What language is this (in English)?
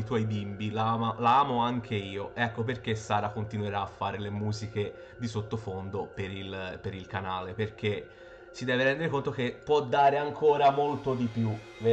Italian